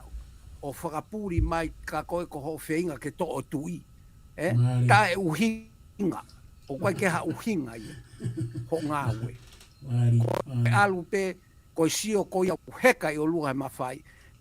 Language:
Tongan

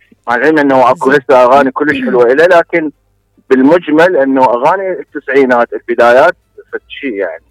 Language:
Mesopotamian Arabic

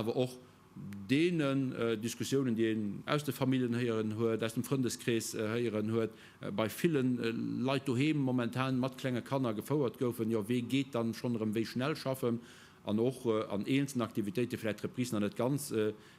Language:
Luxembourgish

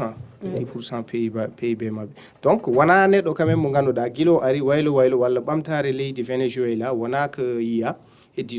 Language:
Fula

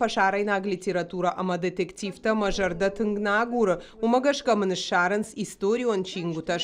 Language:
Ossetic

